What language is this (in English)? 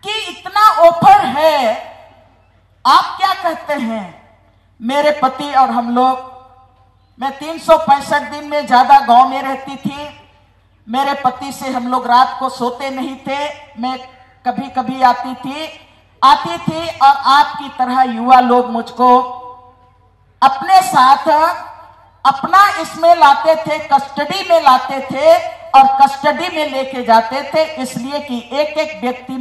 Hindi